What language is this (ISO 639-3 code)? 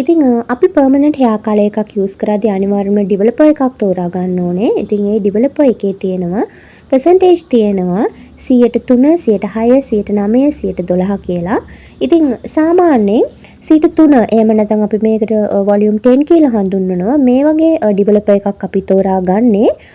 sin